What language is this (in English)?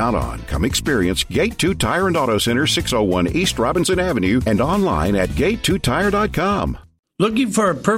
English